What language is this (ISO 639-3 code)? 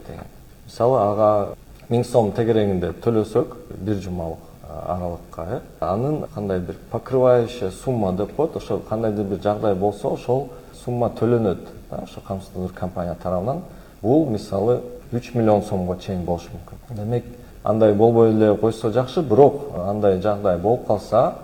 kir